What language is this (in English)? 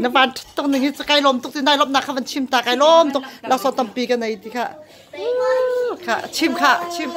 Hakha Chin